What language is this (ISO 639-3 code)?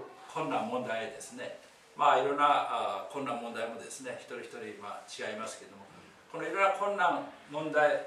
jpn